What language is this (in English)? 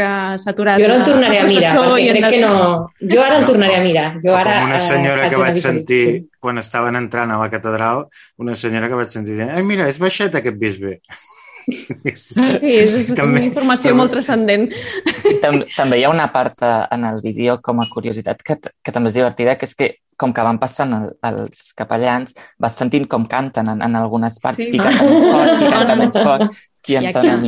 Catalan